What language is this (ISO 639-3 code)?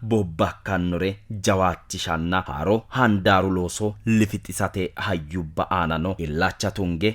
sid